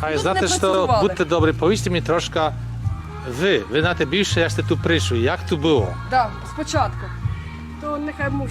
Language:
Rusyn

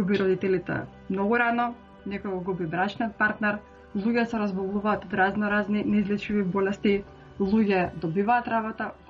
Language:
Macedonian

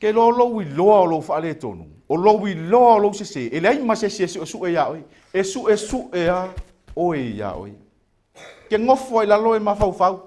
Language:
Samoan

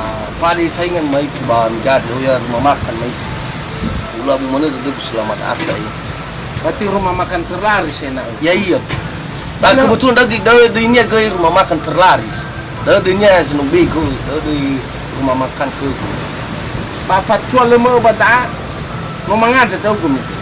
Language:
Nias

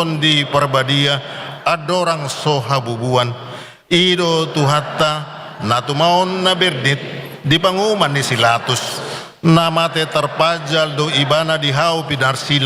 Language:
Batak Toba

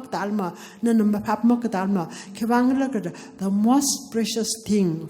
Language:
Tangkhul Naga (India)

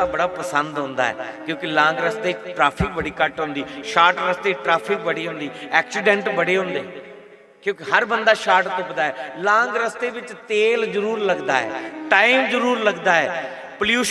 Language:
Dogri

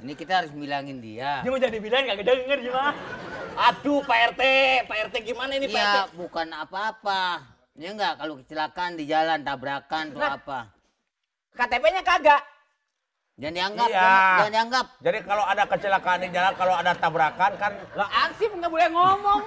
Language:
Betawi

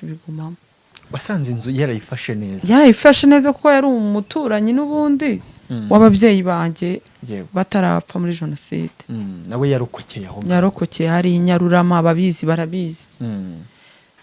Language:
Kinyarwanda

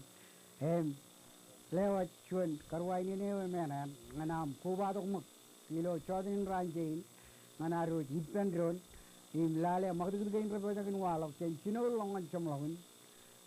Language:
Marshallese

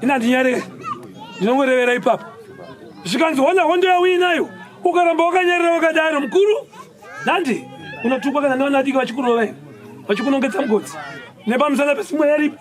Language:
Shona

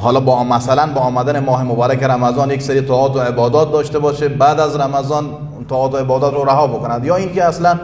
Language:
Persian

